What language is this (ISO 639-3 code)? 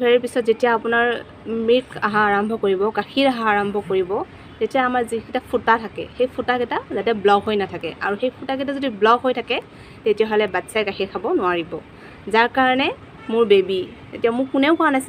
asm